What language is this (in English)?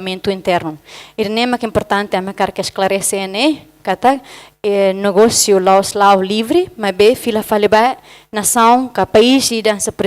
Tetum